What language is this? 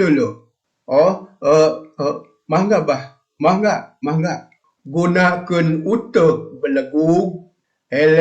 Sundanese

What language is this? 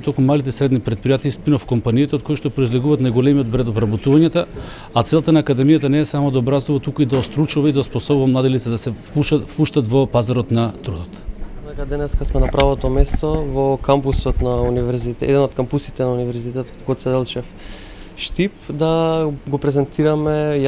Macedonian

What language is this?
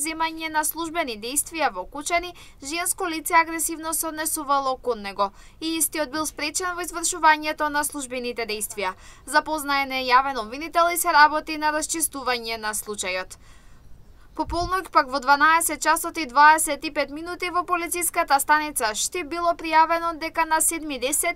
Macedonian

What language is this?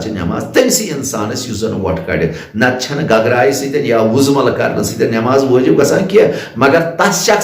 Kashmiri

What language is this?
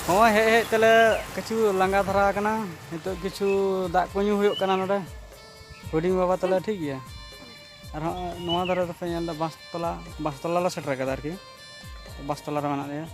Santali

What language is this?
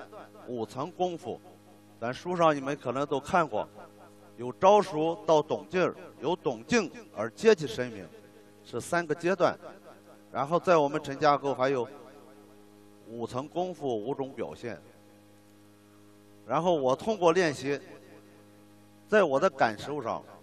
Chinese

